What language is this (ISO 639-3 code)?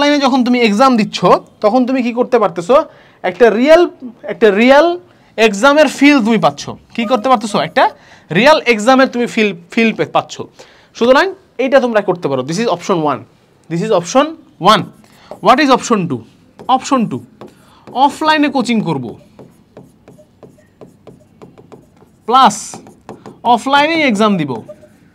ben